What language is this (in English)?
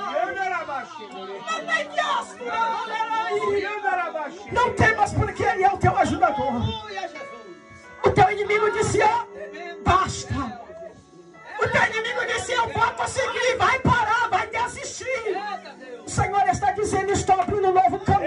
Portuguese